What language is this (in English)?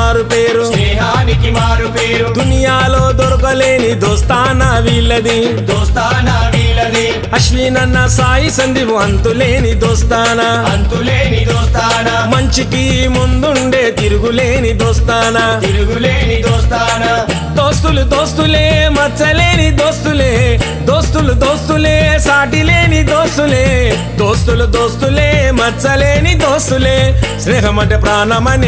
Telugu